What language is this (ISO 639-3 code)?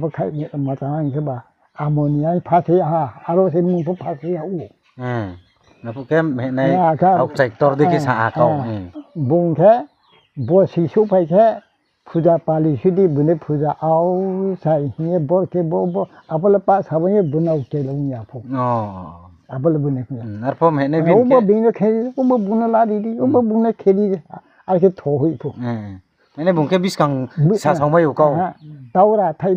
ria